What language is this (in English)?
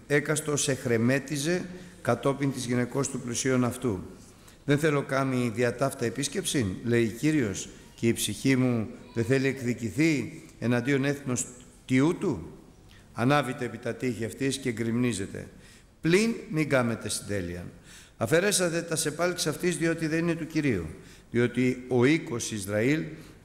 Greek